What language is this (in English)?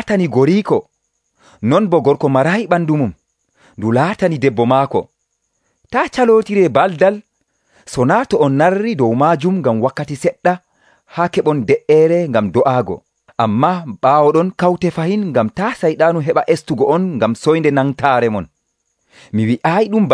Nigerian Fulfulde